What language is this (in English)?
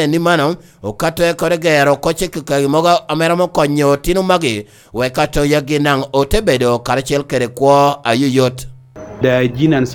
Lango (Uganda)